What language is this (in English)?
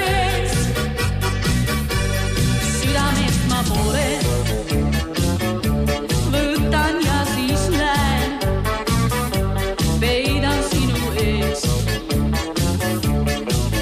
Estonian